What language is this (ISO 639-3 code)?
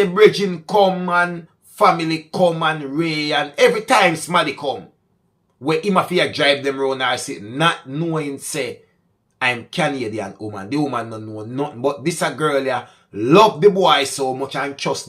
jam